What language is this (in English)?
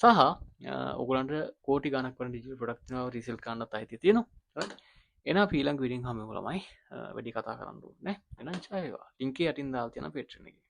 Sinhala